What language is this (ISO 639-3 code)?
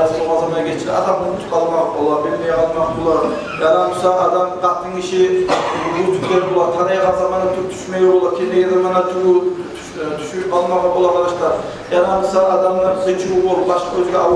kum